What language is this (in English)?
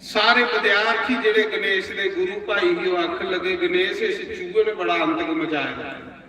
Dogri